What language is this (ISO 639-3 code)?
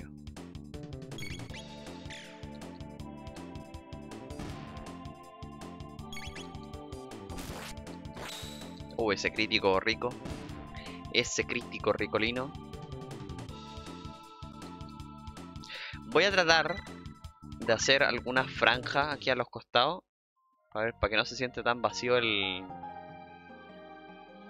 spa